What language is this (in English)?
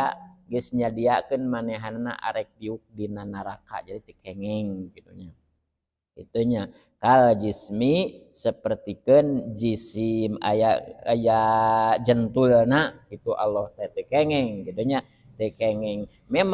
Sundanese